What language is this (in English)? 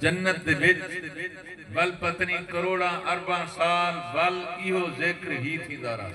Saraiki